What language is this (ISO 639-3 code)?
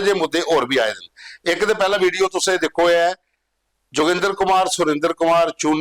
doi